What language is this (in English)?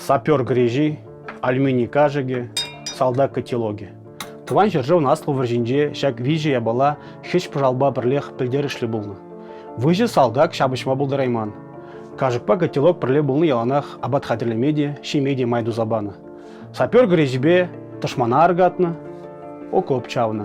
Chuvash